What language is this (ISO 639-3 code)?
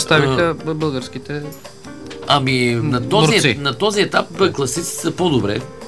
bul